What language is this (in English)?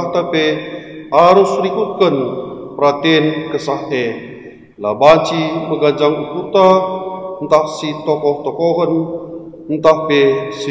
Batak Karo